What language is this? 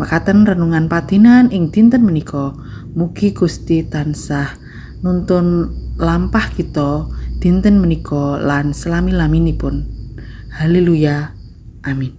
Javanese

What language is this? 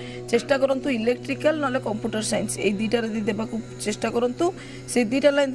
Odia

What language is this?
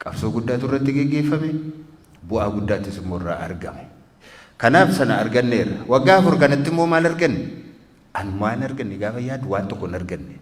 Oromo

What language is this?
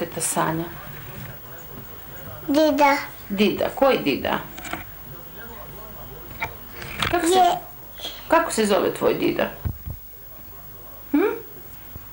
Croatian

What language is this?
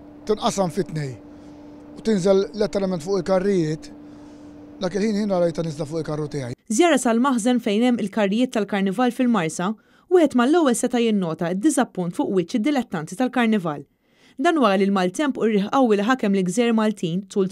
Maltese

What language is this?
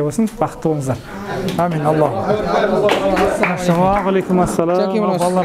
Kazakh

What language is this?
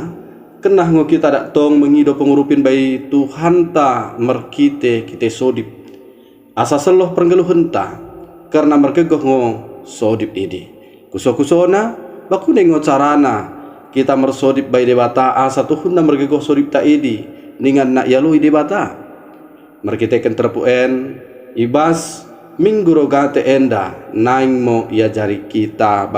Batak Dairi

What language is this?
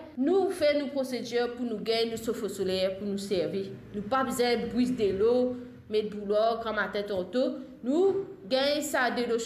Morisyen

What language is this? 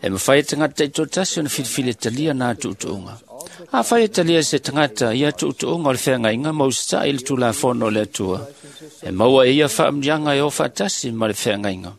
Samoan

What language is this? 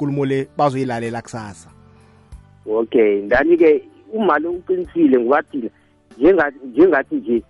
South Ndebele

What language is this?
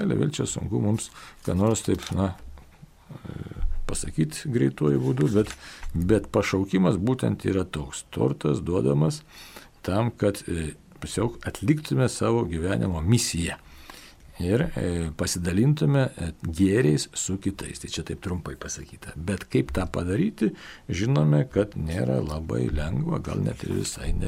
Lithuanian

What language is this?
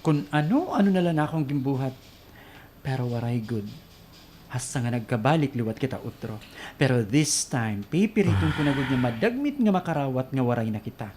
Waray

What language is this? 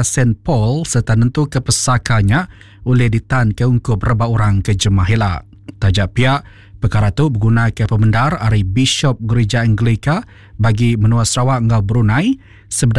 Iban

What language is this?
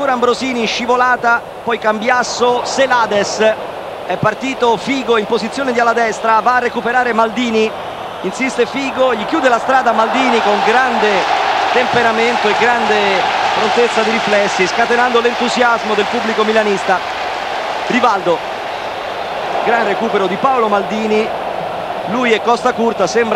Italian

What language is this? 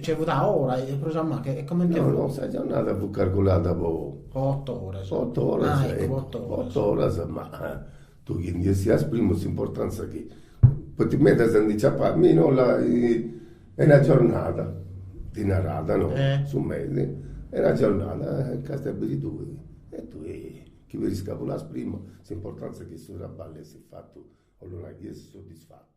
Sardinian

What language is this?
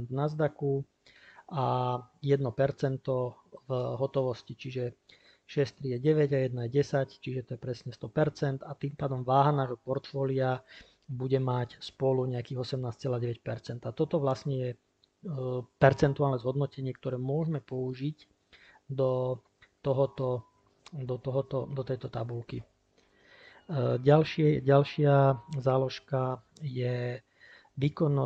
Slovak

